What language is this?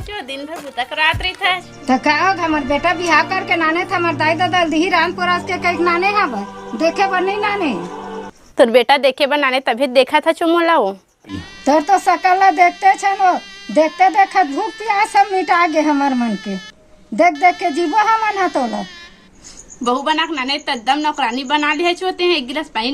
Chhattisgarhi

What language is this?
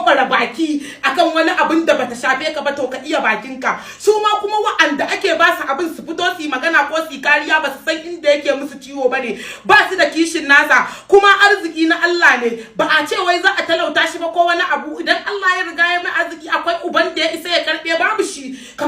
Hausa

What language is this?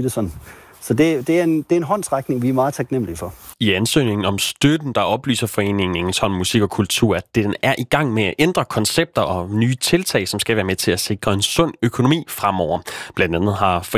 Danish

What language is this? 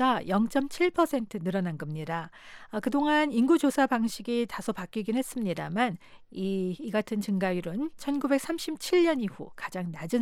Korean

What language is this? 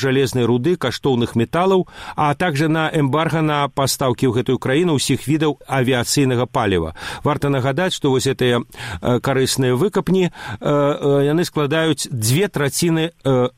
Belarusian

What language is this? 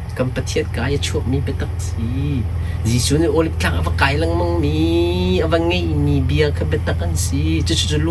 Hakha Chin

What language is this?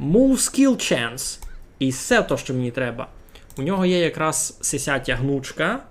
Rusyn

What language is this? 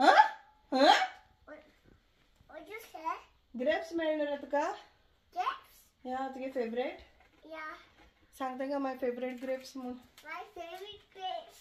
Konkani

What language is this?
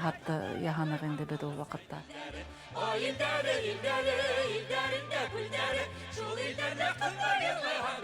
Bashkir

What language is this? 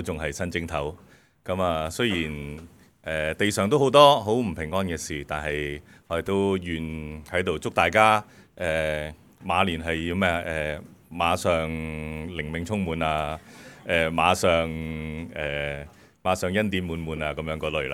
Cantonese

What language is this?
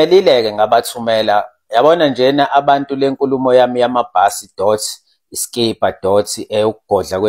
Zulu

